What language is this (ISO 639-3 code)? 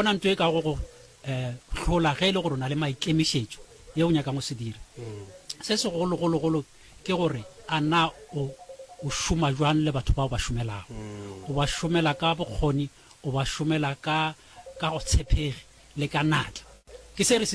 nso